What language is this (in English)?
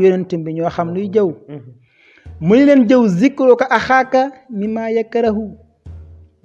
Wolof